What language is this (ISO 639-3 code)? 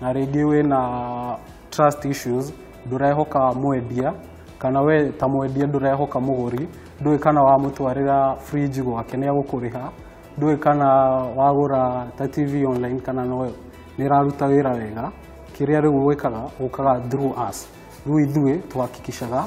kik